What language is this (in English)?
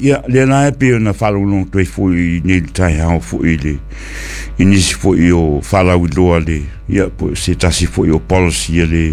Samoan